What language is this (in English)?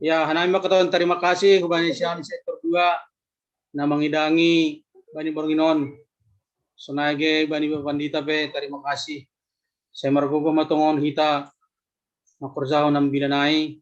Batak Simalungun